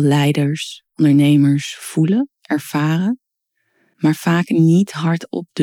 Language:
Dutch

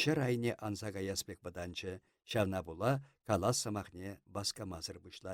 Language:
Chuvash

